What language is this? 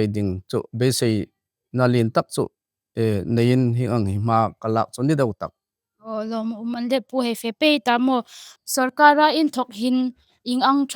Hmar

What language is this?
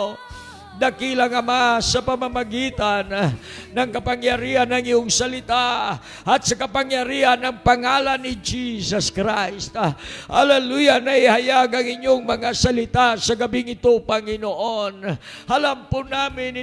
Filipino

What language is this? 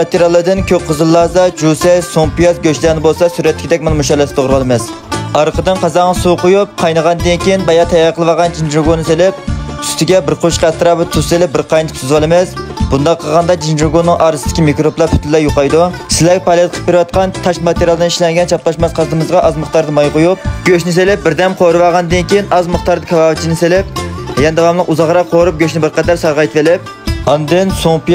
Uyghur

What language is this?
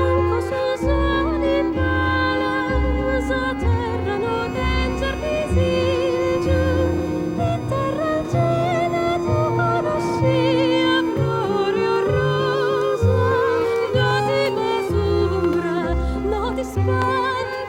Sardinian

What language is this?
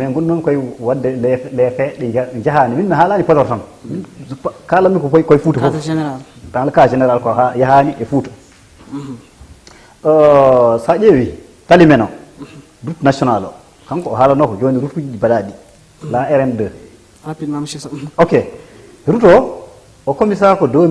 Fula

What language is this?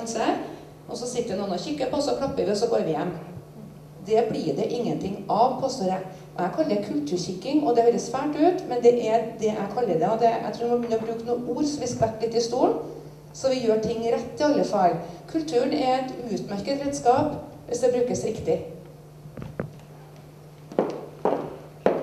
Norwegian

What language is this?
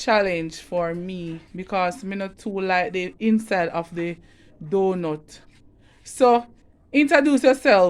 Jamaican Creole English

